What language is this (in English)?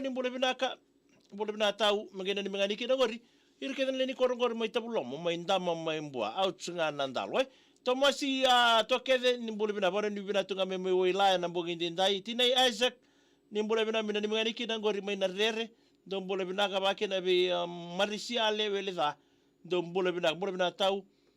Fijian